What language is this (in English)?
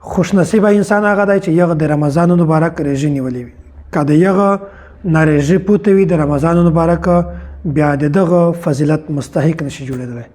Pashto